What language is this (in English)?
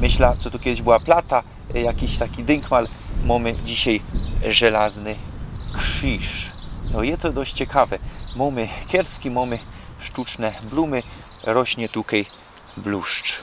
Silesian